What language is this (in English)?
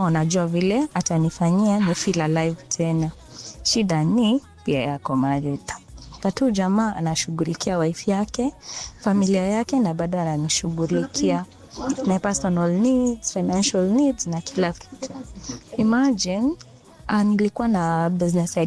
Swahili